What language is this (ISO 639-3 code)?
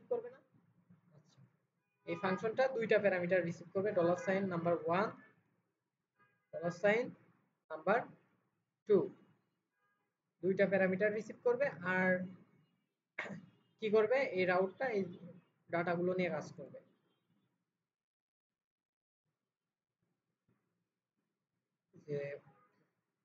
ben